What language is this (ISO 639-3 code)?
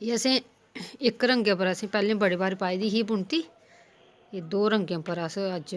doi